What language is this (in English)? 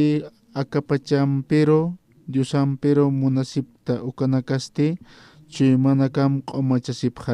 Aymara